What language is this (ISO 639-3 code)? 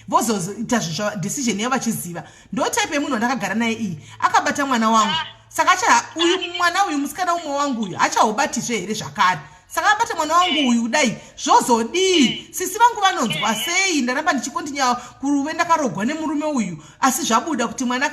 sna